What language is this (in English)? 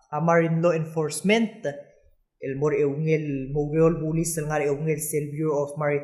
Palauan